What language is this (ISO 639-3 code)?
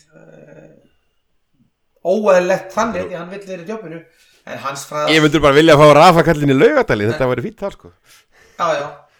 isl